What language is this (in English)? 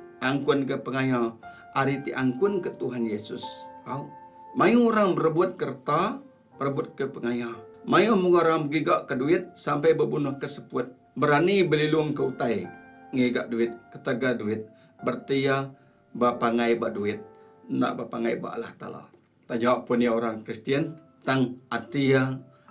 Iban